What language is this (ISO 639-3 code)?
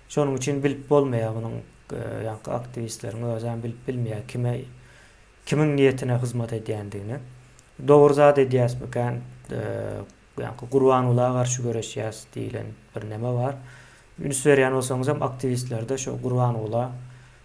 tuk